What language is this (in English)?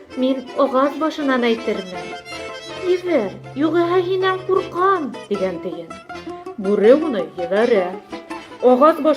Bashkir